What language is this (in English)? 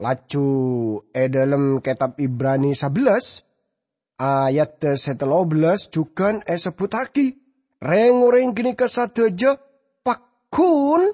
Madurese